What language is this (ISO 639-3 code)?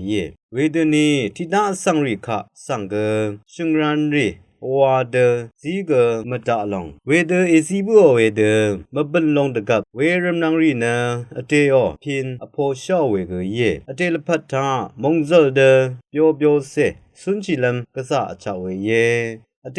raw